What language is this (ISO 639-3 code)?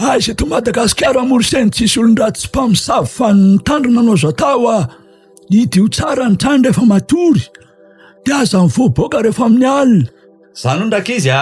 mlg